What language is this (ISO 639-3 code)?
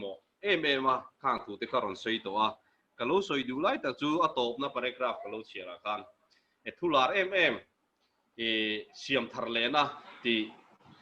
lus